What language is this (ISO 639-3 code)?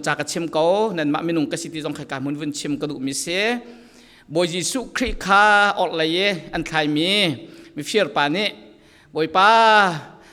cfm